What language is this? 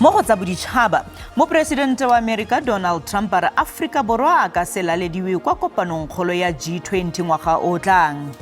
Tswana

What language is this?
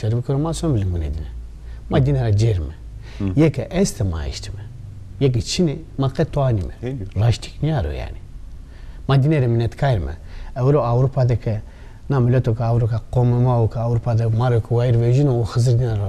Zaza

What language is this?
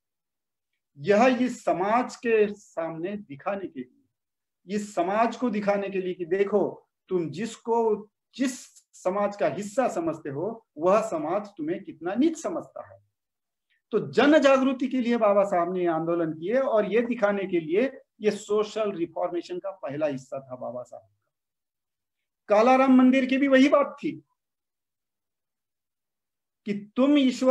Hindi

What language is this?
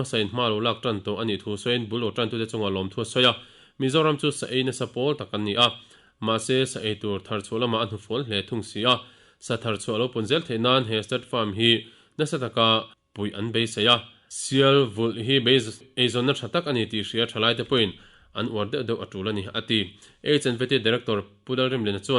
Mizo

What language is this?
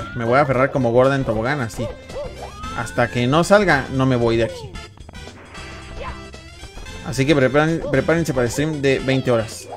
Spanish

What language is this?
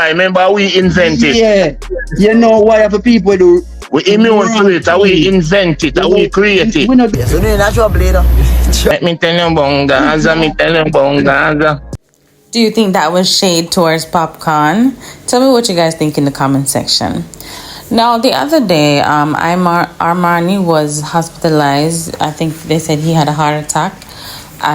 Jamaican Creole English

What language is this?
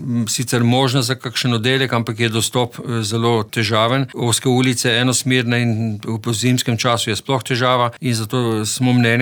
Slovenian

